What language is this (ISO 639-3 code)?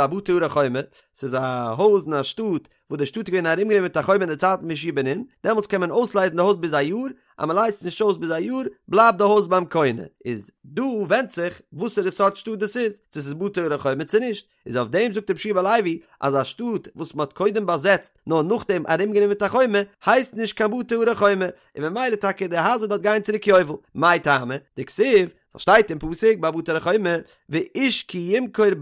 yid